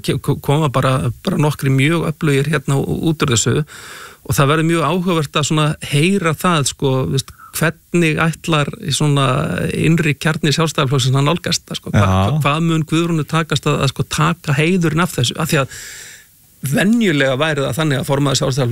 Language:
Icelandic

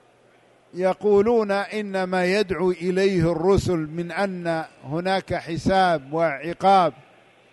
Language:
Arabic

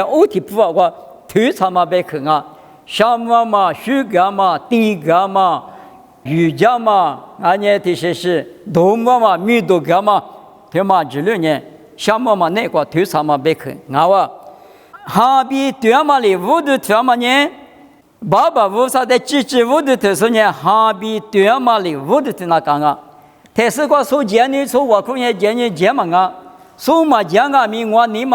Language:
Lisu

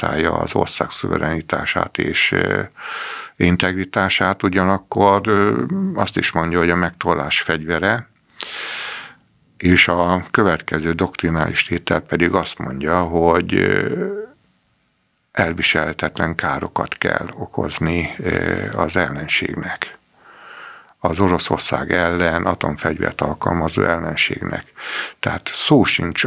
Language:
Hungarian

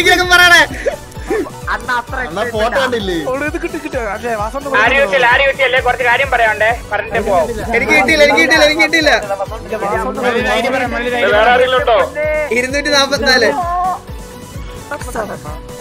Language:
Malayalam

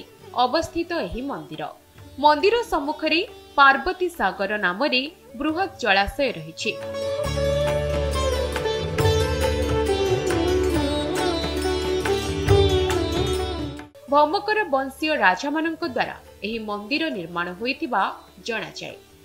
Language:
Odia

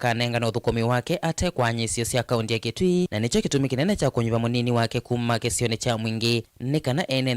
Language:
Kamba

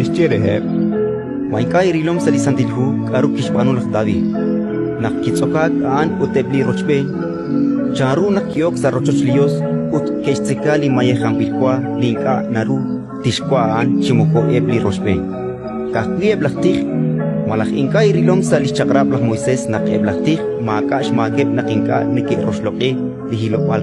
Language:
Kekchí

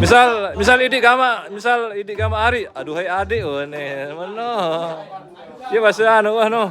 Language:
Sasak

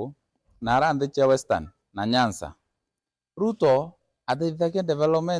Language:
Meru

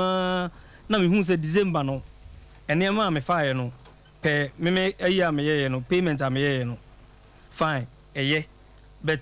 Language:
Akan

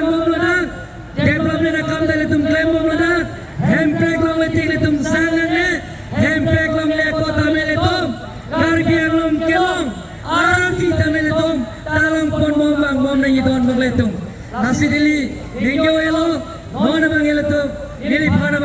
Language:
Karbi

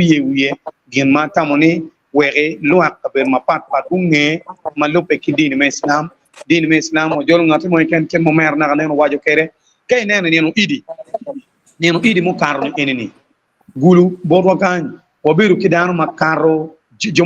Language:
Acoli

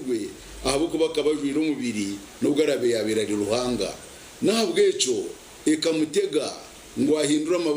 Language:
Nyankole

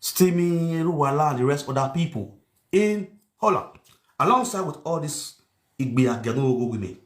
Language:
Nigerian Pidgin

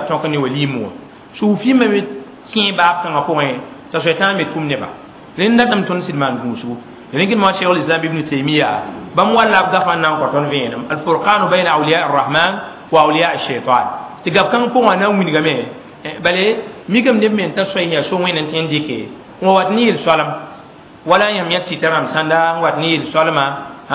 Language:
Mossi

